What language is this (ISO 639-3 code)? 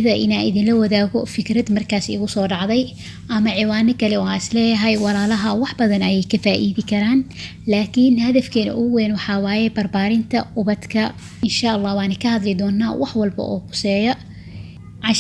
som